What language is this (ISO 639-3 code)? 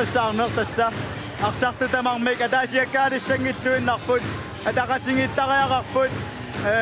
kal